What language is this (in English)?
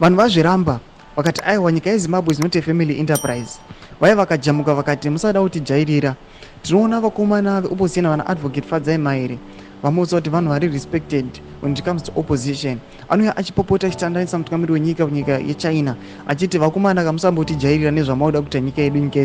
Shona